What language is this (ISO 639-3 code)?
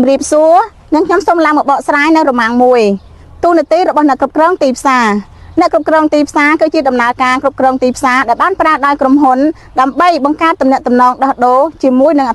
khm